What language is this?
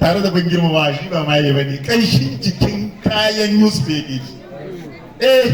Hausa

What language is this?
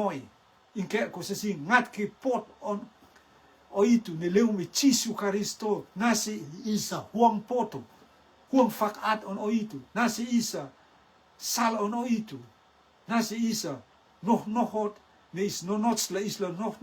Rotuman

